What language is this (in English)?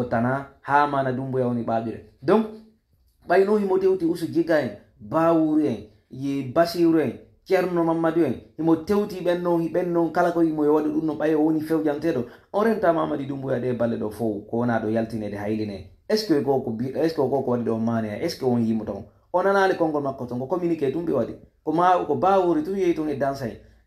Fula